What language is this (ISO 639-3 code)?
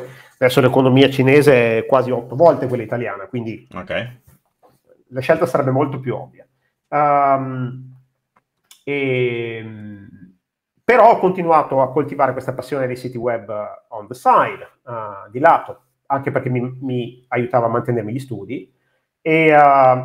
ita